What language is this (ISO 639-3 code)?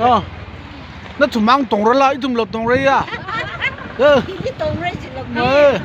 nmf